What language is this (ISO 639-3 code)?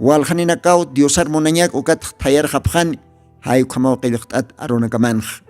aym